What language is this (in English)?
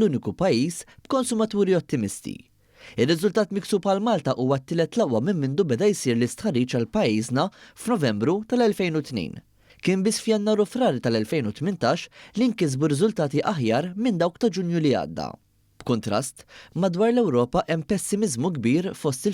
Maltese